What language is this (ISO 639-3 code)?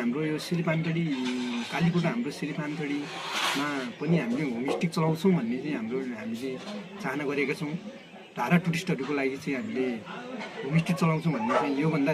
nep